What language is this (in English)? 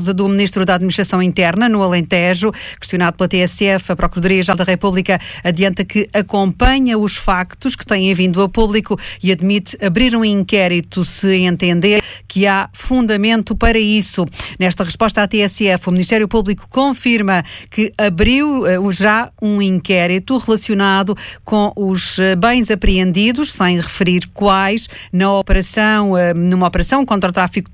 Portuguese